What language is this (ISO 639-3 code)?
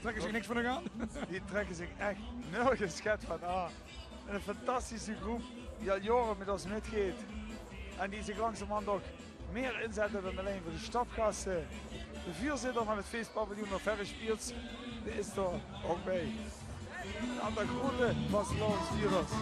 lim